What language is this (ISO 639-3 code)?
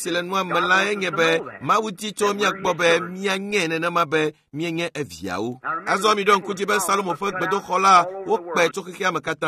ewe